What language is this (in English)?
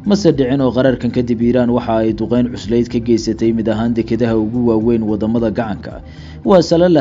Somali